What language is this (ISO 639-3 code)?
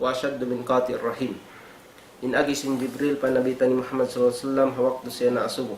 tsg